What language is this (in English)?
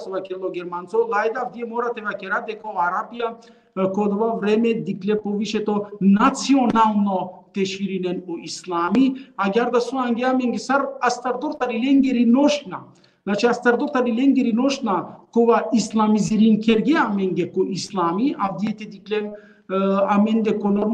Balkan Romani